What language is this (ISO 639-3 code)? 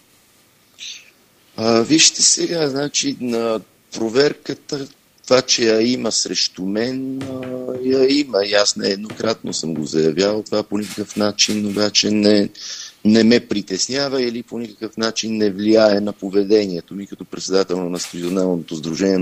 bul